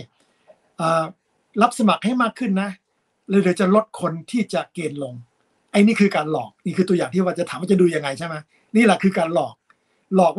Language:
Thai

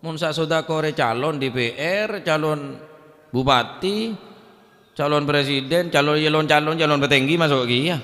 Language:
Madurese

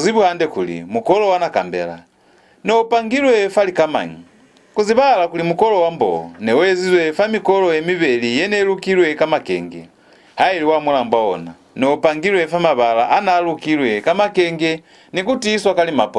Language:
Lozi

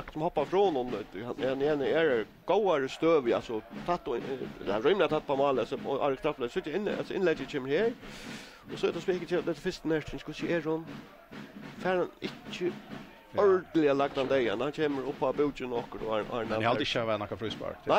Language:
Faroese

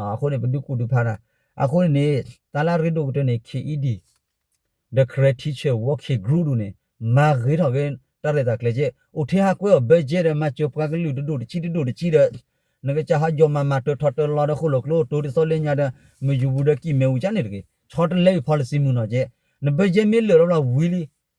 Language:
S'gaw Karen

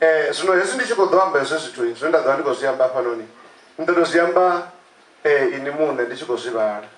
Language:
Venda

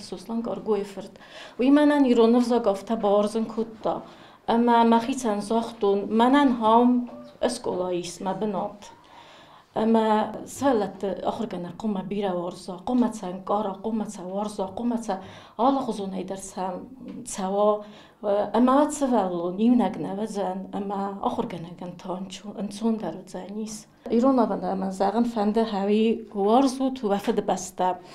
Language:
Ossetic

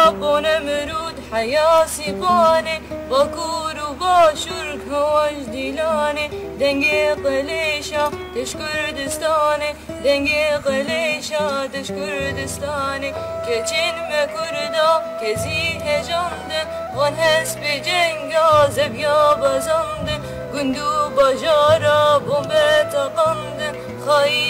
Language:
Kurdish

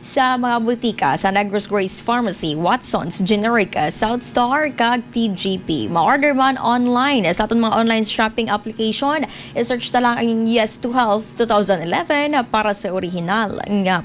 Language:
Hiligaynon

